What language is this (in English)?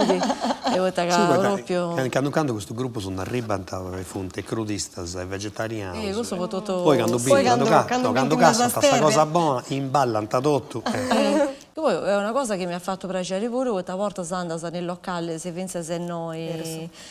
Sardinian